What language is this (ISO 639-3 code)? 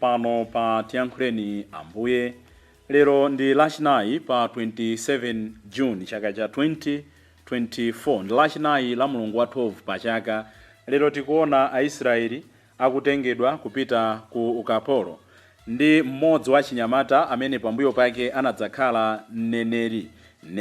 nya